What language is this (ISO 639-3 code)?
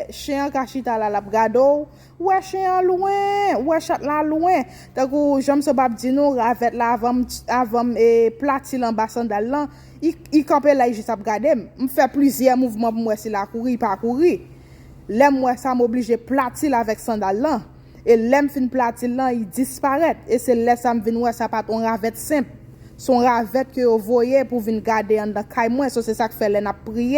hat